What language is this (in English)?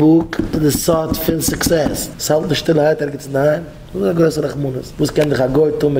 Yiddish